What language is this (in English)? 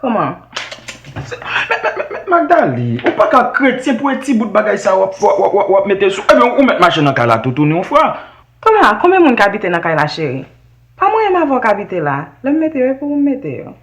Haitian Creole